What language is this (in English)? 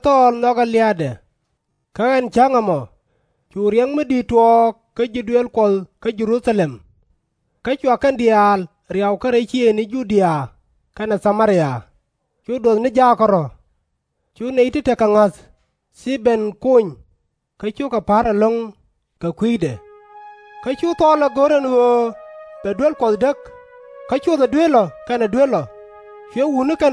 Nuer